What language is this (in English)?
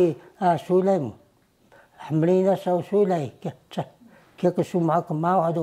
Taroko